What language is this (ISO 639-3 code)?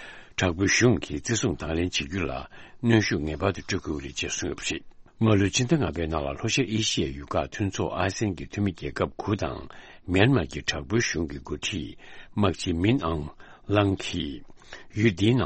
bod